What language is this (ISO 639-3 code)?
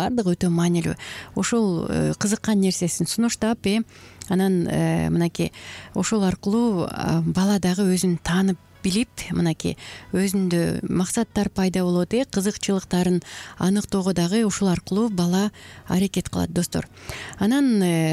kir